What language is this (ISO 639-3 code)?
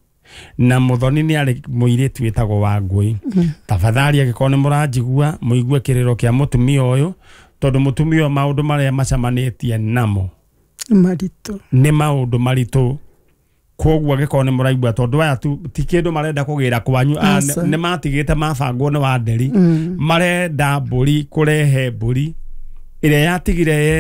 kik